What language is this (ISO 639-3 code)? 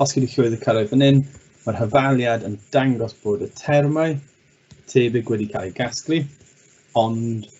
cym